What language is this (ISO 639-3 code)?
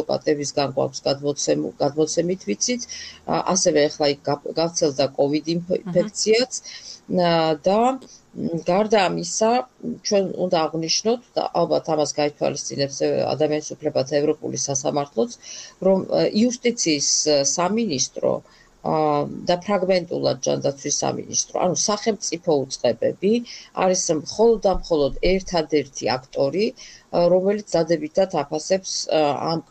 kat